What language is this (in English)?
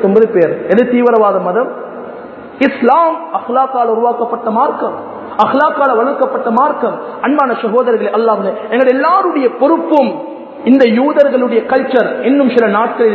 Tamil